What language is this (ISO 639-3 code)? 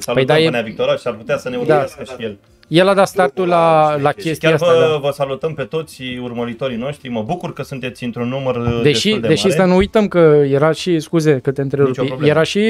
ron